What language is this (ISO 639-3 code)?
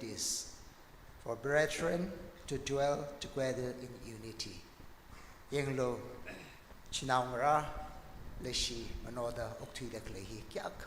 nmf